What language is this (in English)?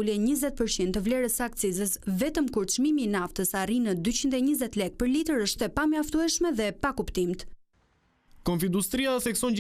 Albanian